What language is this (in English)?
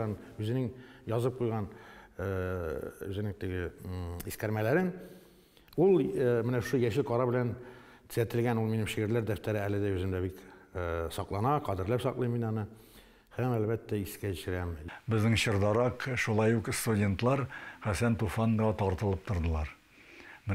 Tatar